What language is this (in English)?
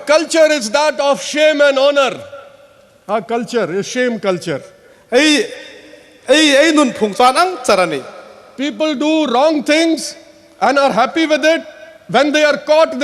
Hmar